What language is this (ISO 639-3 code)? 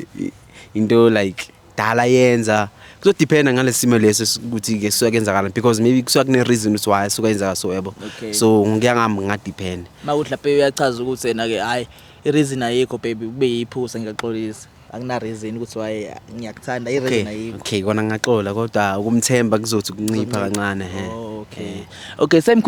zul